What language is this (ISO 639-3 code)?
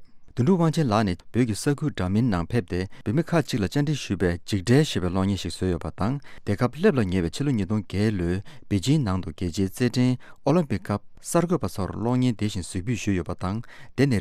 bod